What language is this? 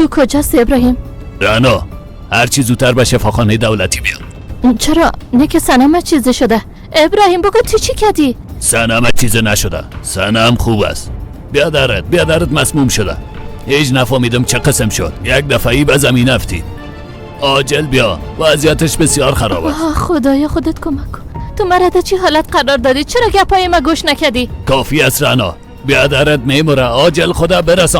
Persian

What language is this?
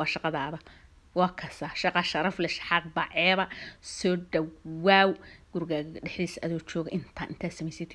Somali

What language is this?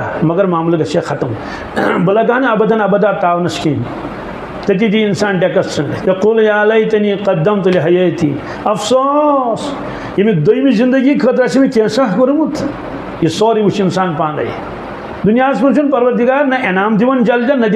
Kashmiri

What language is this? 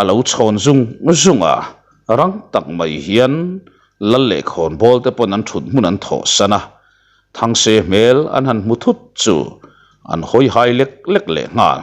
Mizo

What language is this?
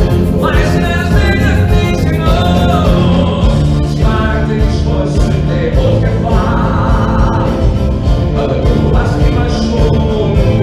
German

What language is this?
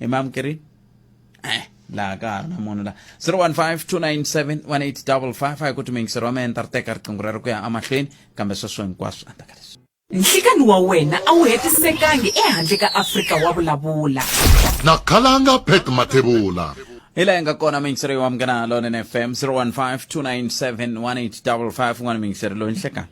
Tsonga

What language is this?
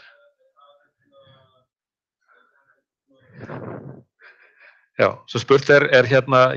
Icelandic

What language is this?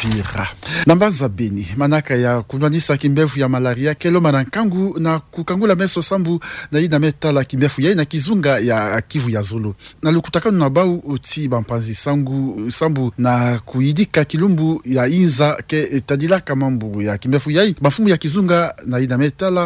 Kituba (Democratic Republic of Congo)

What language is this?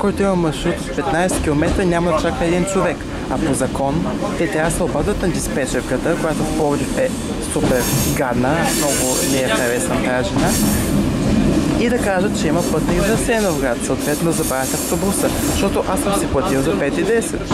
Bulgarian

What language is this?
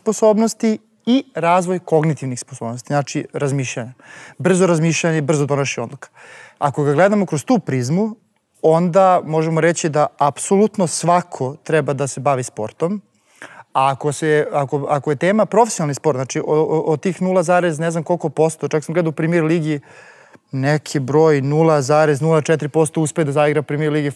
Serbian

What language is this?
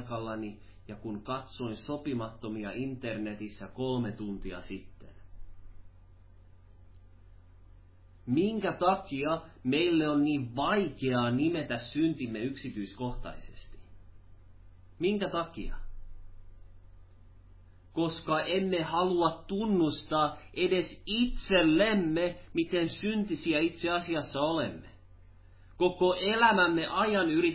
Finnish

